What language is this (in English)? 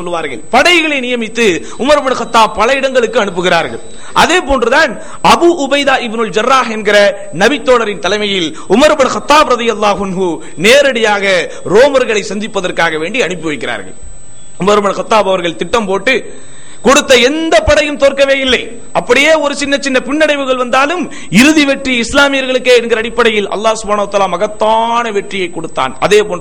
Tamil